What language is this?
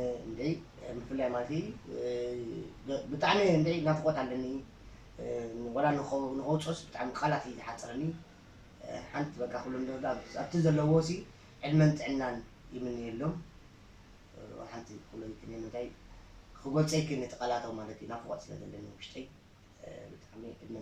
Tigrinya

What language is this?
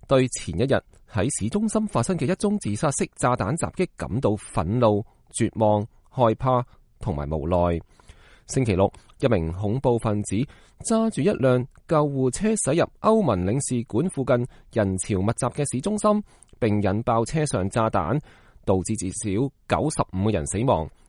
Cantonese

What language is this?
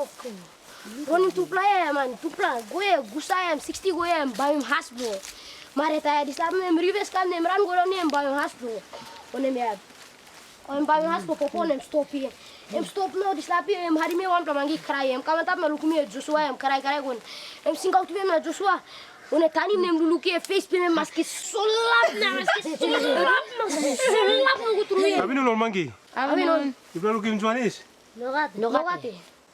Tok Pisin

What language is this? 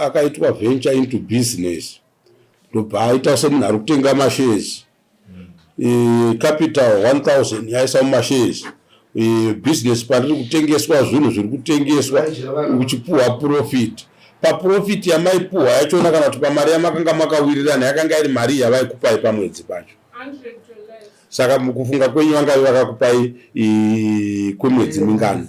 Shona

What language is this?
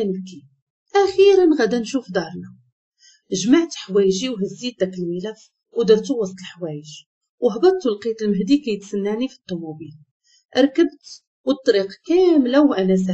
Moroccan Arabic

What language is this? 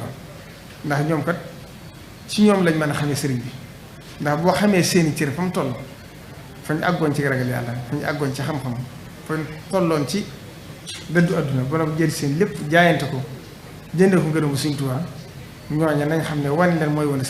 Wolof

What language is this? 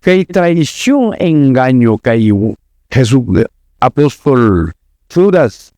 Quechua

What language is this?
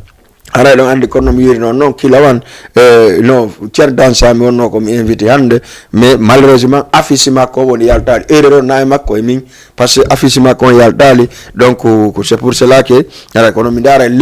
Fula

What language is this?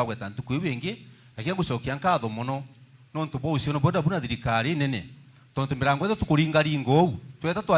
Meru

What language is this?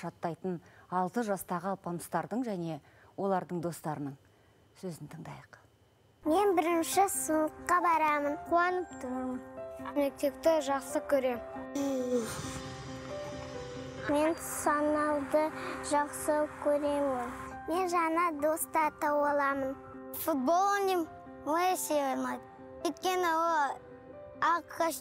Kazakh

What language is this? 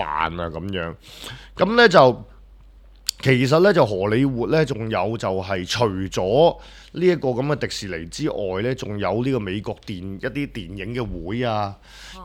Cantonese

